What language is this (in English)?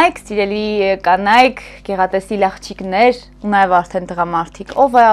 Armenian